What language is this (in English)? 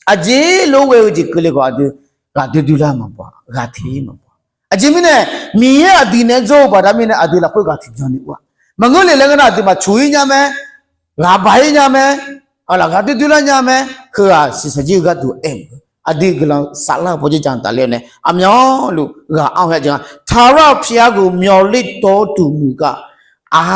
Akha